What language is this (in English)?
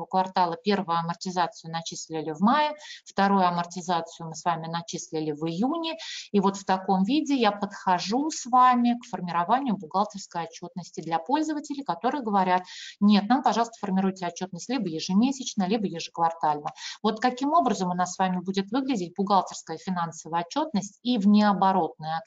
Russian